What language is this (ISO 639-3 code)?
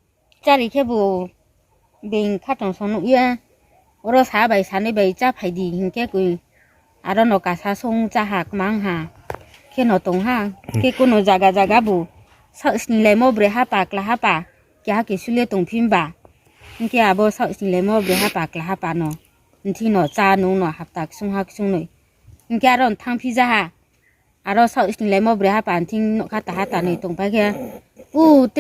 ria